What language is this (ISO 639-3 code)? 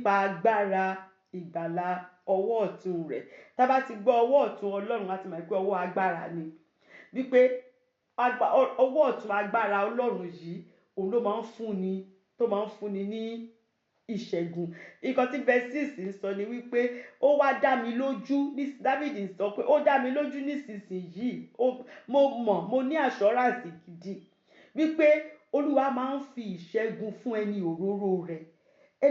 yor